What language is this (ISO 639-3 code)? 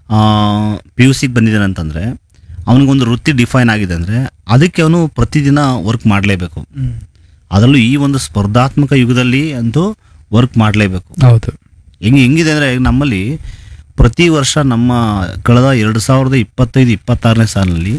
kan